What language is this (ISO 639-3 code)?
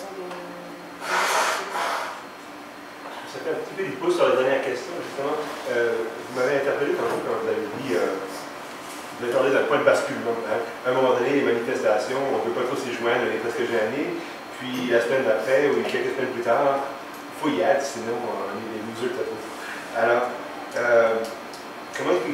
fra